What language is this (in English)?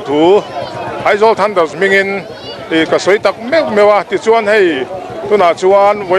Mizo